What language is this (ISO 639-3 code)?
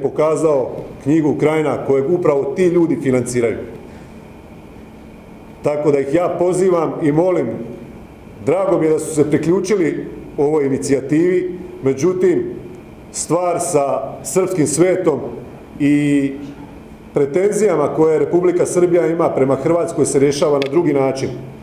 hrv